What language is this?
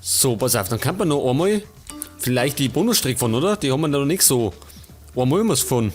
Bavarian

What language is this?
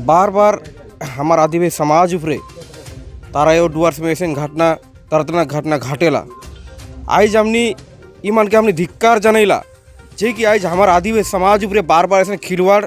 Sadri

